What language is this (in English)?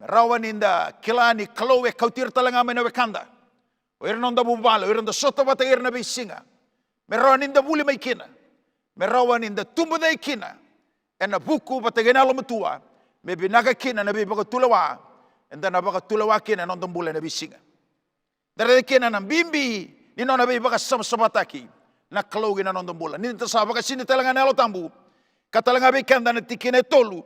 Fijian